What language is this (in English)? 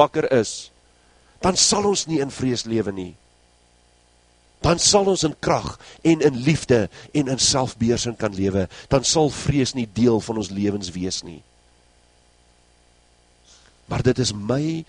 Afrikaans